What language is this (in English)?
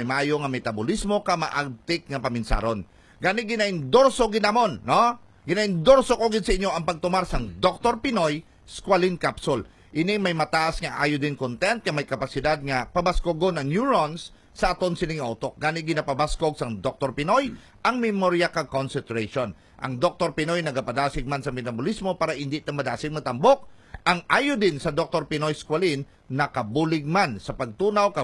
Hiligaynon